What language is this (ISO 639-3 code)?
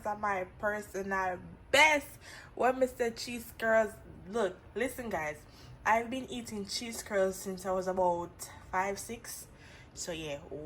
jam